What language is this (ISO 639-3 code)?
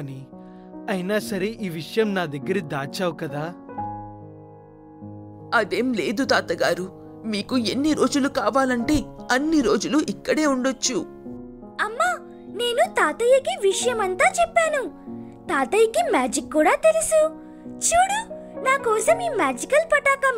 tel